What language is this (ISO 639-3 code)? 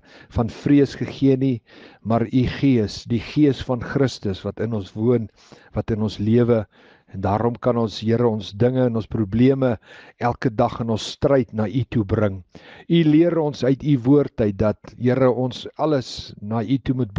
afr